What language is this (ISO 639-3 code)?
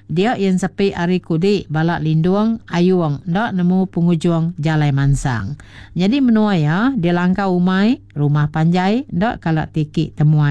iba